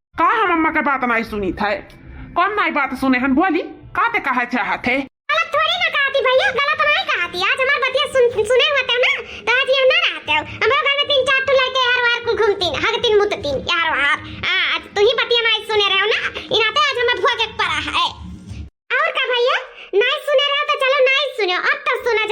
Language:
Awadhi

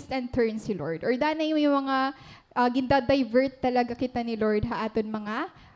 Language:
Waray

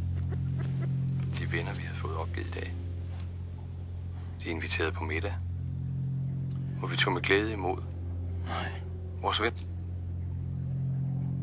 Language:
Danish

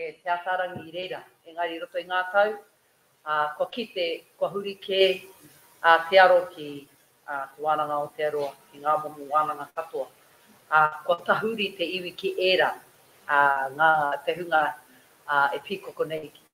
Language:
Māori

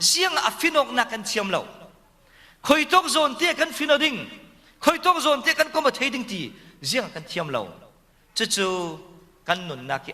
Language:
Falam Chin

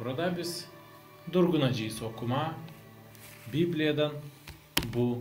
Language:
Gagauz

